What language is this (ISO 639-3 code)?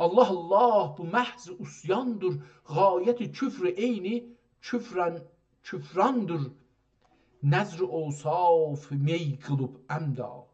azb